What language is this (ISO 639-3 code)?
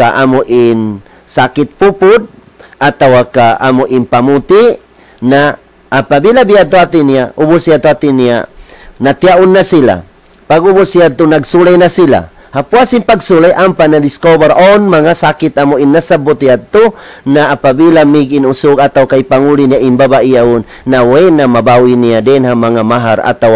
tsg